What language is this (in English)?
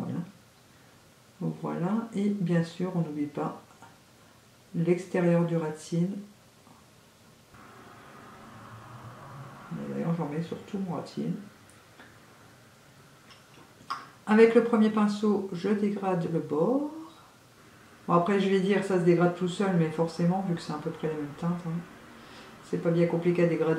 French